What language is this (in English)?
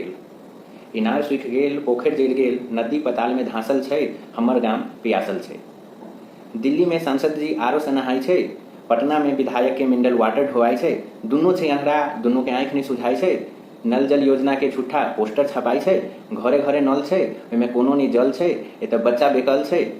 Maithili